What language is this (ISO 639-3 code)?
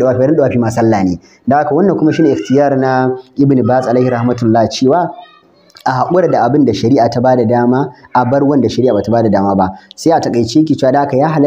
hau